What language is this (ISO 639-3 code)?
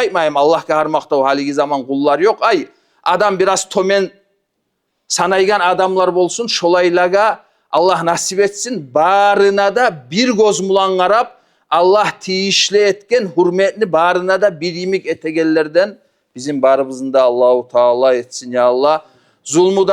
kum